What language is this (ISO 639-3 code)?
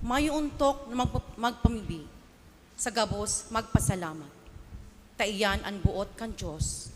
bik